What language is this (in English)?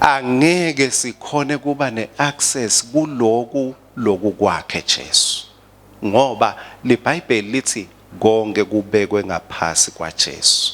Swati